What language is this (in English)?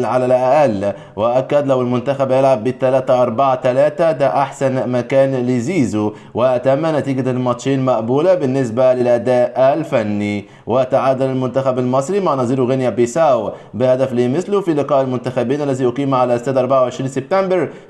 Egyptian Arabic